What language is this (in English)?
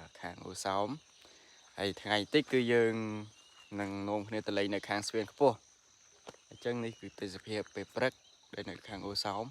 Khmer